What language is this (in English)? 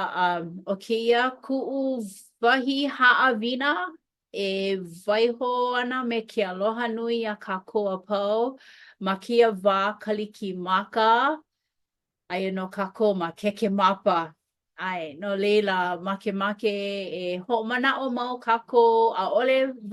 Hawaiian